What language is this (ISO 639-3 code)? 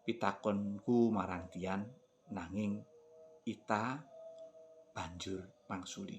jav